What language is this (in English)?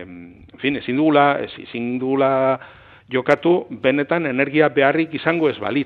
Basque